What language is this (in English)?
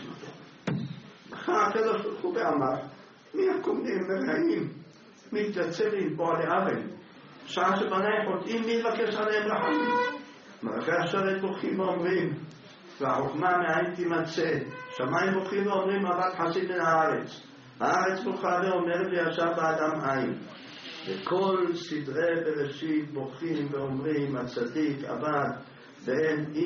Hebrew